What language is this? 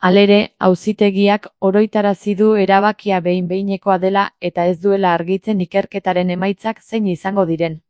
Basque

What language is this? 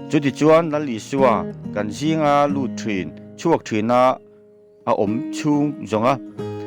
Mizo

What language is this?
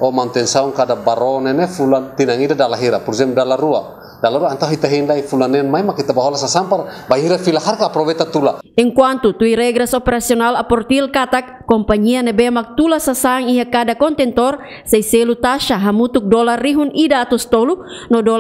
Tetum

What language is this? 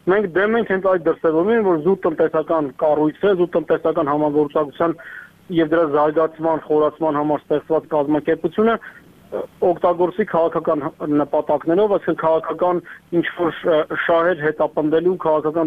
Armenian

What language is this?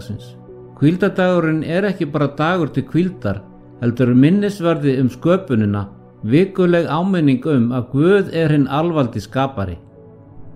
Icelandic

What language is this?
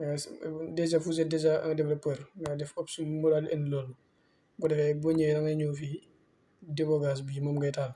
Wolof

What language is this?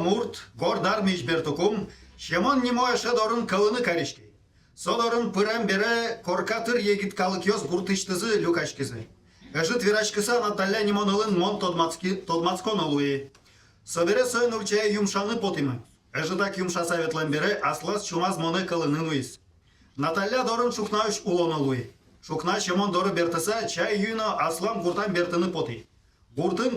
Udmurt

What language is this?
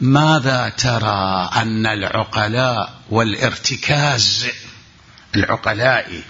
Mesopotamian Arabic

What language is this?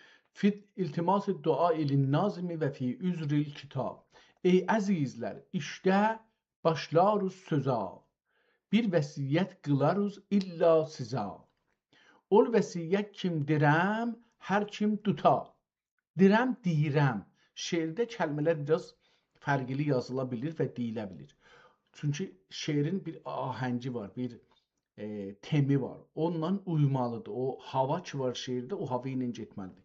South Azerbaijani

